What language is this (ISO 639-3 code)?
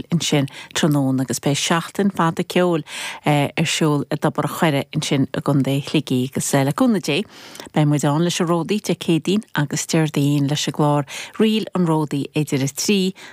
gle